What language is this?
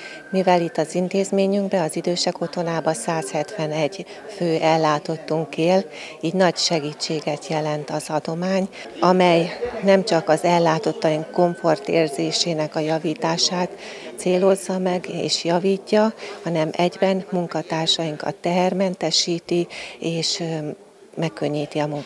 Hungarian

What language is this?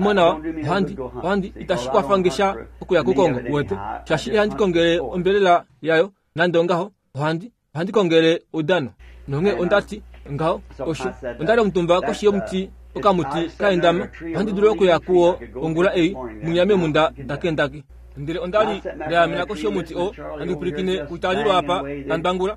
Kuanyama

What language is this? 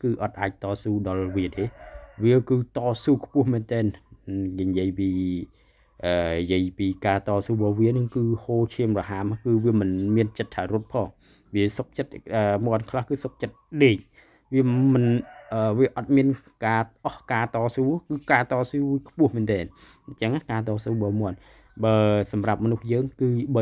Khmer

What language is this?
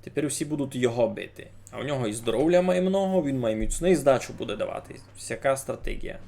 Rusyn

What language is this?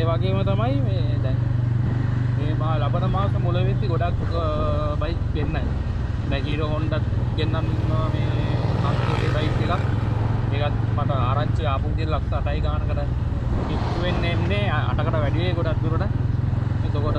Sinhala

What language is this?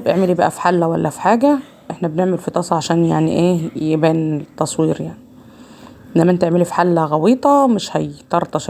Egyptian Arabic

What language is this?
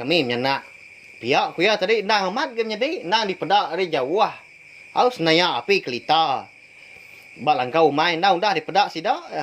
Iban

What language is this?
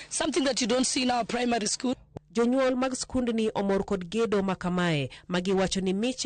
Luo (Kenya and Tanzania)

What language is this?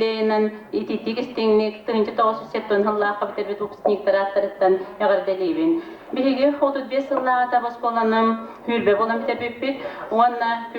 Yakut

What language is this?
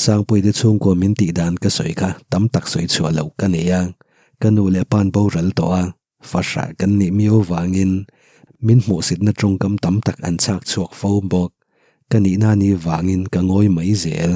Mizo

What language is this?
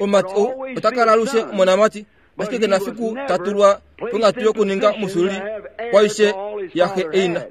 Kuanyama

